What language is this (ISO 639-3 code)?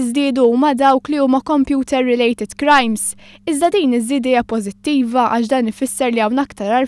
mlt